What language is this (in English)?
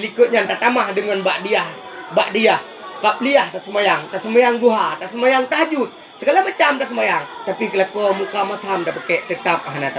Achinese